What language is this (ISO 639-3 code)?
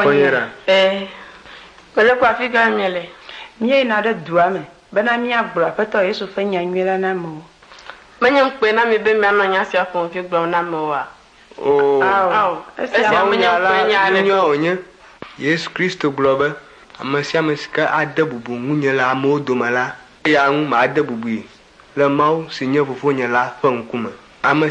ewe